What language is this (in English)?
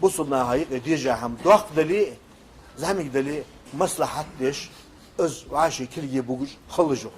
Ingush